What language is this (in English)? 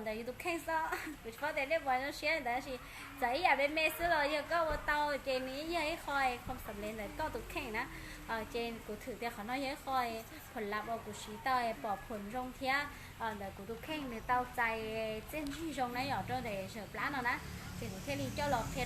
Hmong